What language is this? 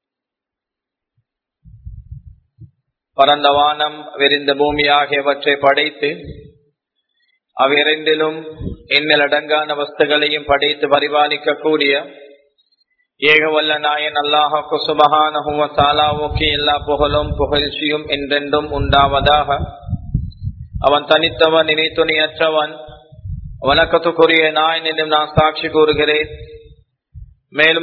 Tamil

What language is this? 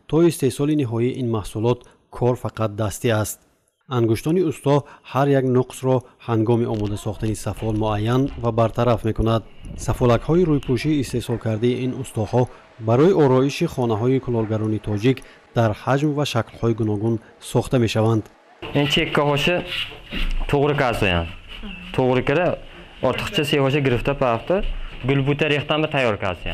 Tajik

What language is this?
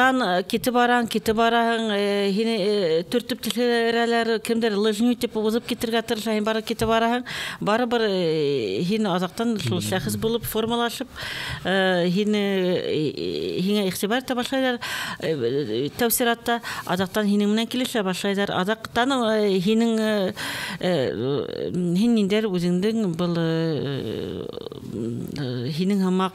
Bashkir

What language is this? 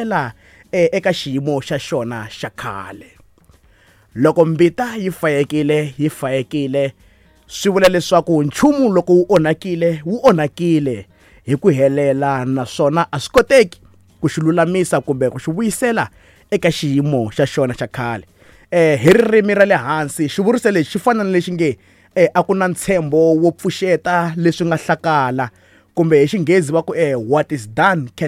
Tsonga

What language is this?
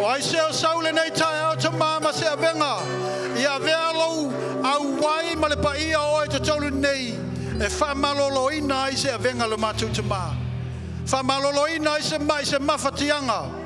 Samoan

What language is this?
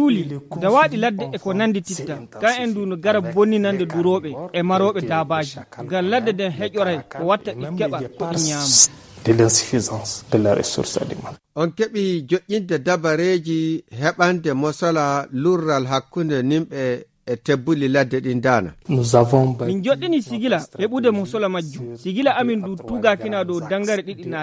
Nigerian Fulfulde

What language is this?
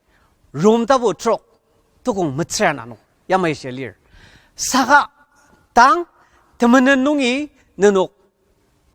Ao Naga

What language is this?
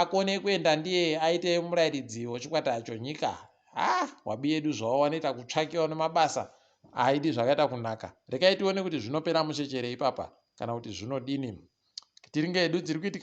Ndau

